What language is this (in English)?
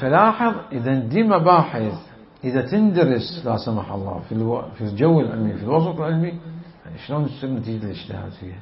Mesopotamian Arabic